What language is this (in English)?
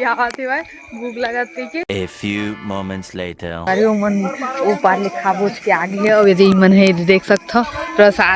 Chhattisgarhi